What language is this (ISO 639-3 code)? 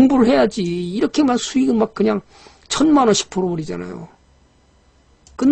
kor